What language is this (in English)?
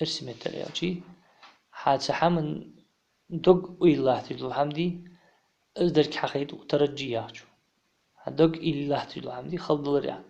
Ingush